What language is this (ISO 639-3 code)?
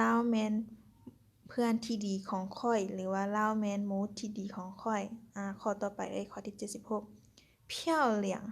lao